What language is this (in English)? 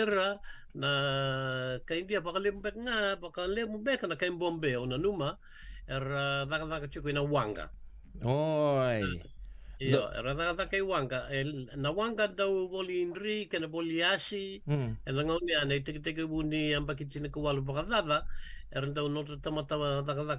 Fijian